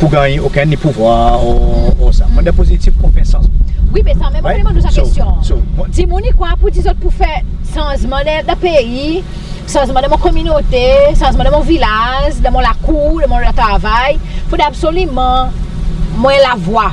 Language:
Seselwa Creole French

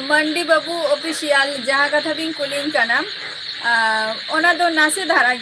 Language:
Santali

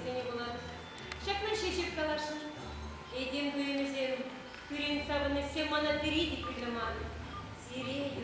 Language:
Chuvash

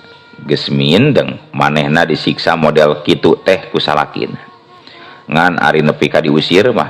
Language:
Sundanese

